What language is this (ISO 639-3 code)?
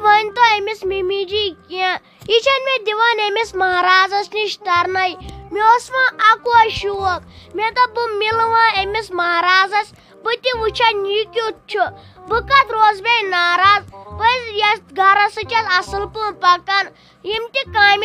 kas